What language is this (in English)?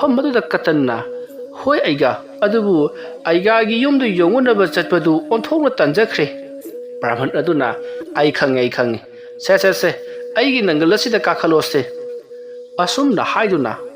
Manipuri